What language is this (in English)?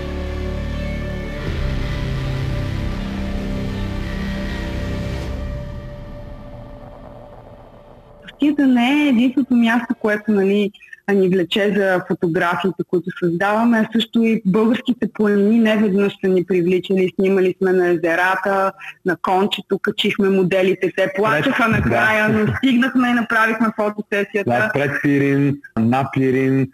Bulgarian